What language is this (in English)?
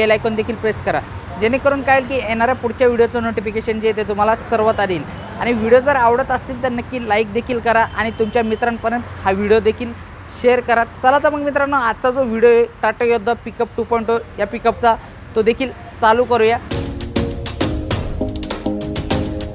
Marathi